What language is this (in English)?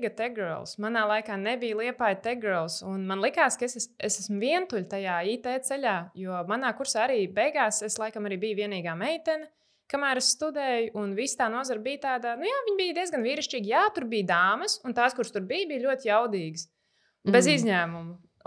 Latvian